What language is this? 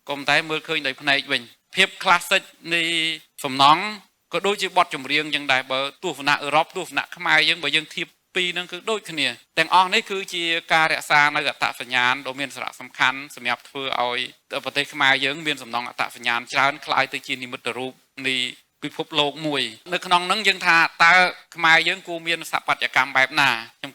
Khmer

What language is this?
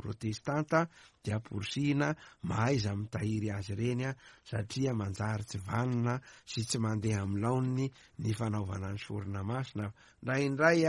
Malagasy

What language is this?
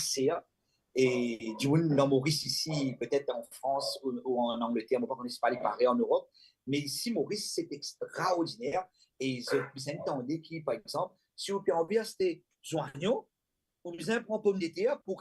Morisyen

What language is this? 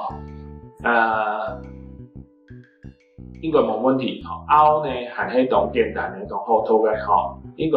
Hakka Chinese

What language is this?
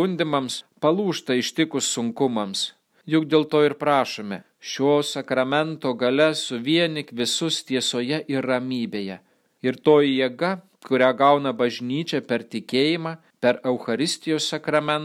Lithuanian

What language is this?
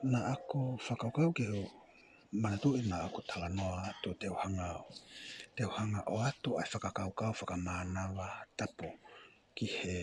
Tongan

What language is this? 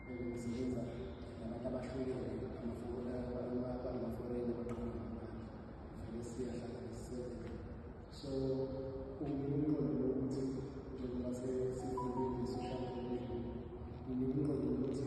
Zulu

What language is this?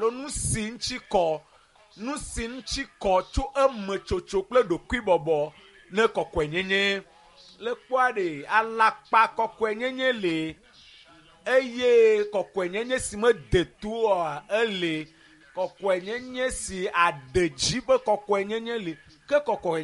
Ewe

